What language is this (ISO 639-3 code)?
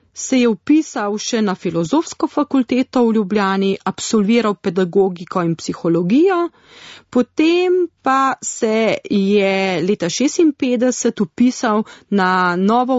slv